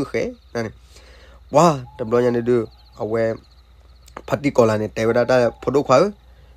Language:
S'gaw Karen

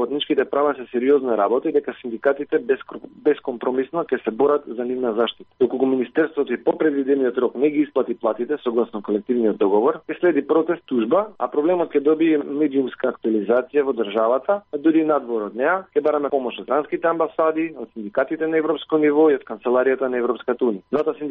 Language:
Macedonian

